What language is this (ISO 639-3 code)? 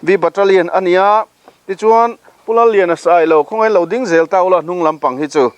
lus